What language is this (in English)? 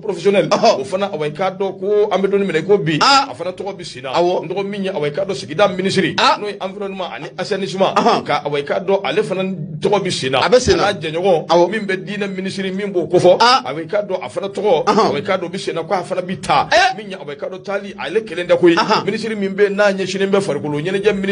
Bambara